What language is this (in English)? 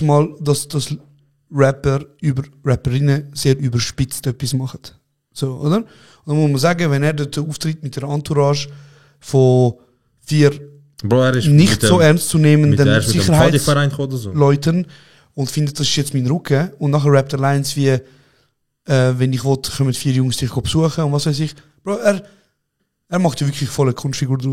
Swiss German